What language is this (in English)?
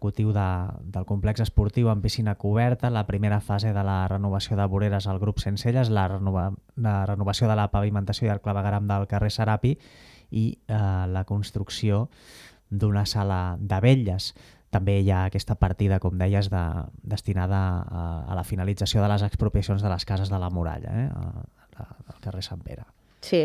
Catalan